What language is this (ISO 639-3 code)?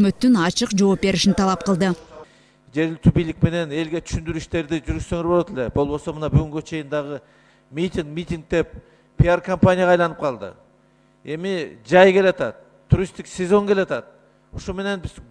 kir